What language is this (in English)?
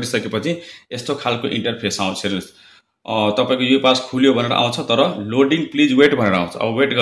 Nepali